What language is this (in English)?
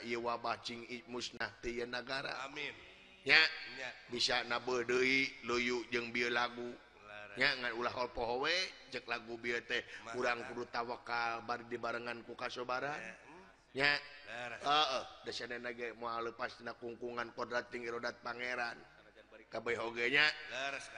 Sundanese